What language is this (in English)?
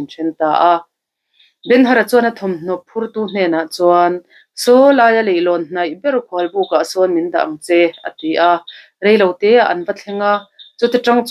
Mizo